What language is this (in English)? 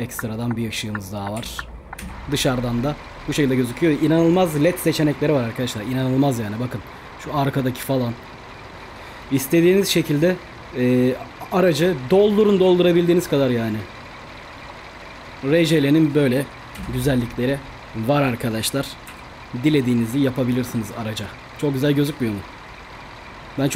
Turkish